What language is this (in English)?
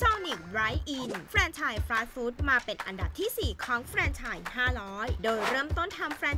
Thai